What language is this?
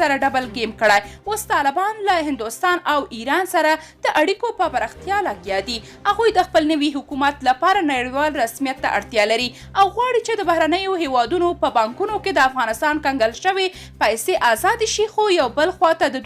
Pashto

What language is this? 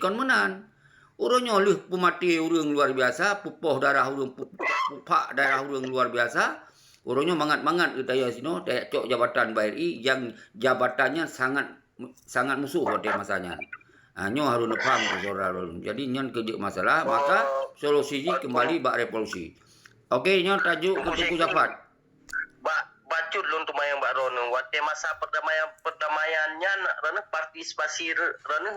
Achinese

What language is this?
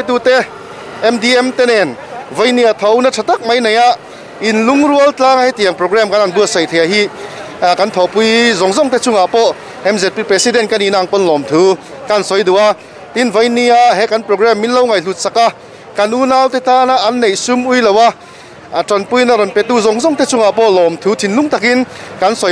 Mizo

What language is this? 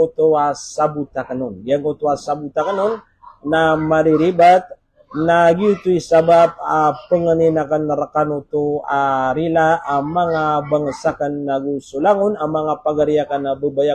Maranao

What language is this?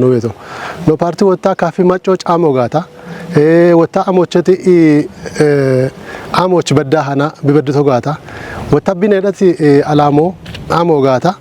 Kafa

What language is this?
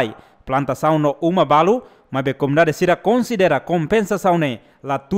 Tetum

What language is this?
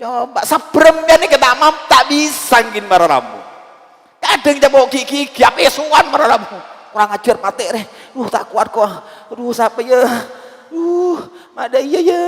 Madurese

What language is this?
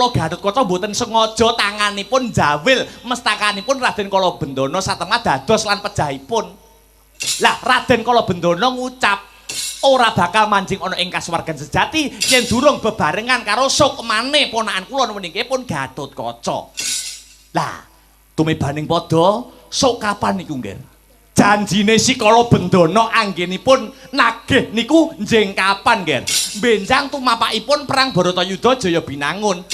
Javanese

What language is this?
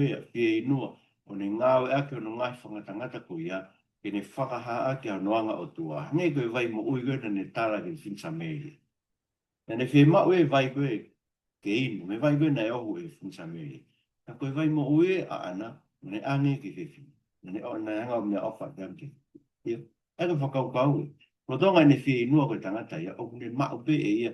Tongan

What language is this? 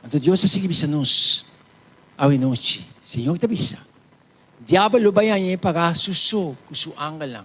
Papiamento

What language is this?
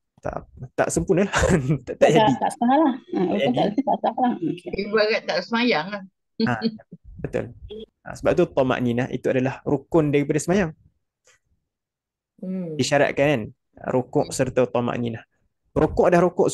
Malay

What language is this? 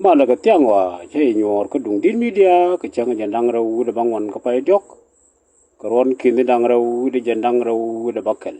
Nuer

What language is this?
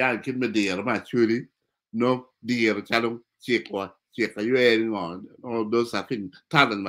Acoli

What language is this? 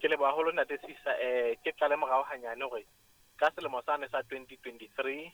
Southern Sotho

